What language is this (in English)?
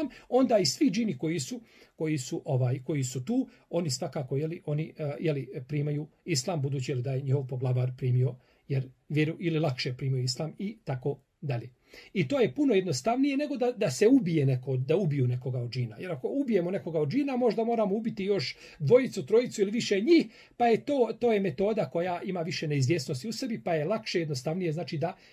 Bosnian